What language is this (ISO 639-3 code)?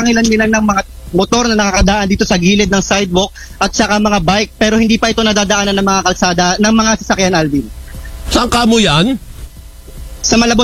fil